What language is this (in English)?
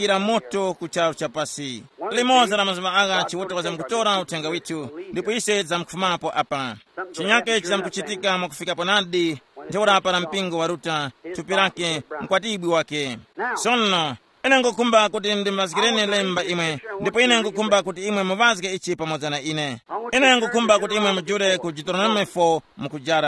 Tumbuka